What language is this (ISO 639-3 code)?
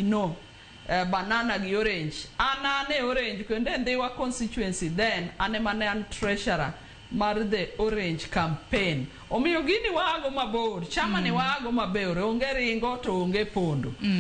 luo